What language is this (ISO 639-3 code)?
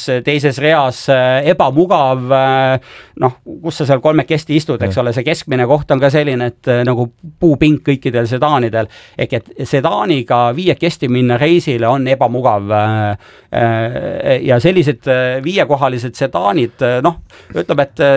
est